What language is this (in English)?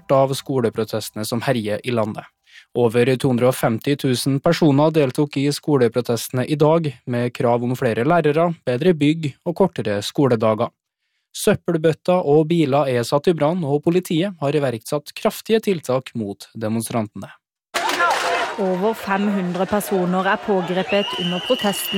Norwegian